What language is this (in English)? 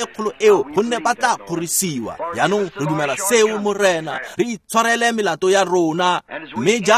Tswana